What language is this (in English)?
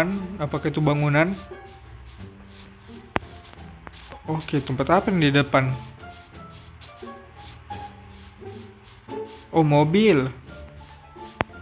Indonesian